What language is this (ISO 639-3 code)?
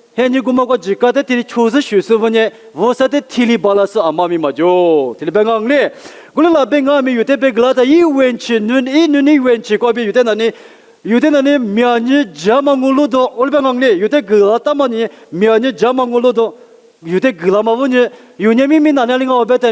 lis